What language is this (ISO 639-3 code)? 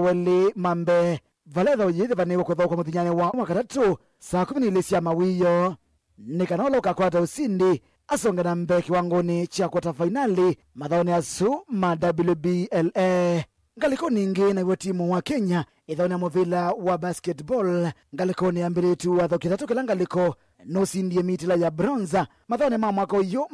kam